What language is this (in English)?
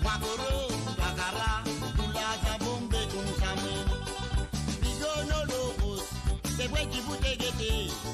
Morisyen